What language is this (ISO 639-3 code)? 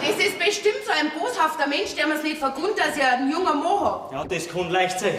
bar